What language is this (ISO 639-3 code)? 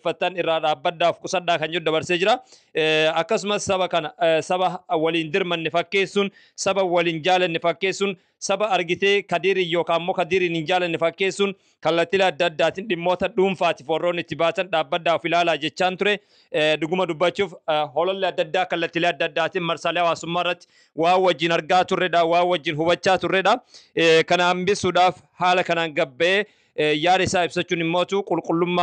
orm